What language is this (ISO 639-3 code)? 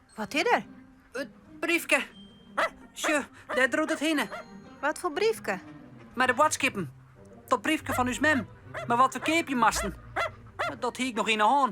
fry